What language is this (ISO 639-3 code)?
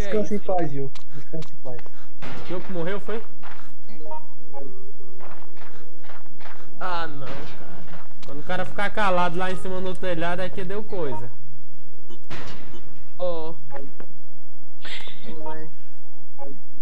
por